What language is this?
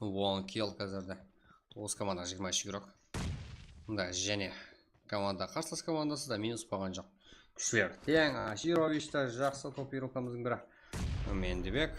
Kara-Kalpak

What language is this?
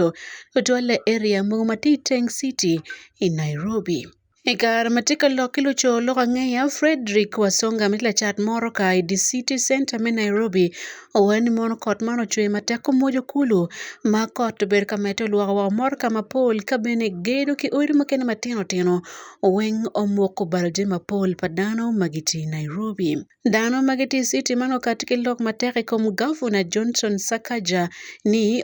Acoli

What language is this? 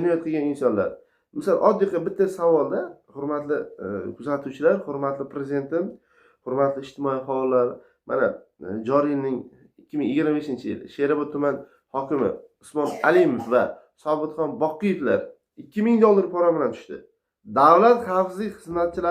Uzbek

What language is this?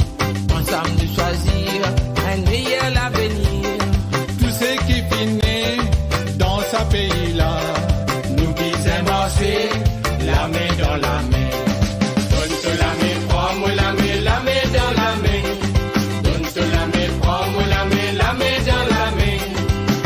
Morisyen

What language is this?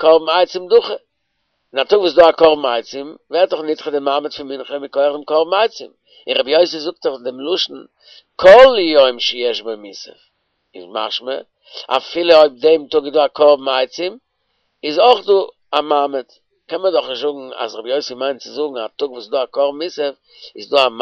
Yiddish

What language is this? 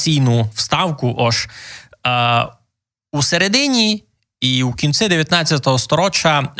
Rusyn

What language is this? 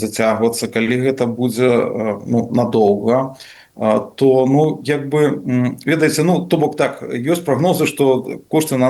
Belarusian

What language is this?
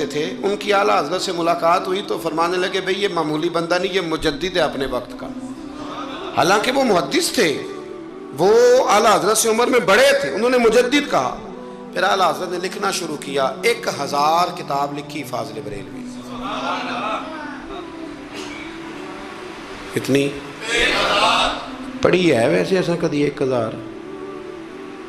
Urdu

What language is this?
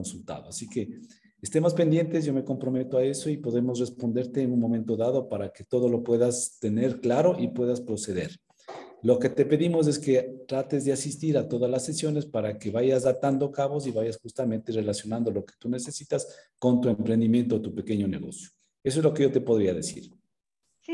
Spanish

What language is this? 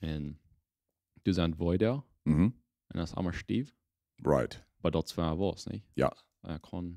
Plautdietsch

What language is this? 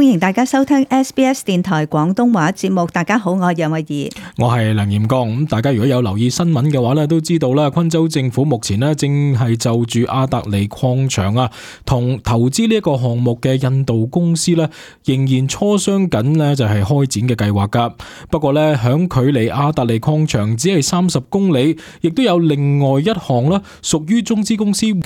Cantonese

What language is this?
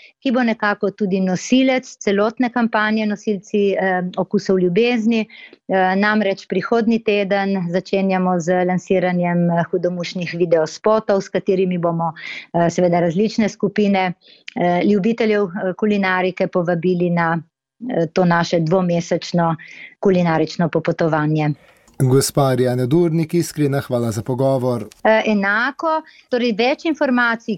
Slovenian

